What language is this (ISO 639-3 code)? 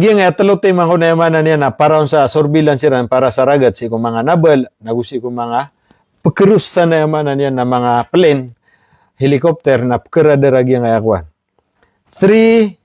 mrw